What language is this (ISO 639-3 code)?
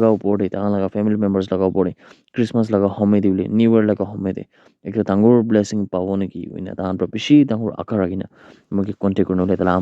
nag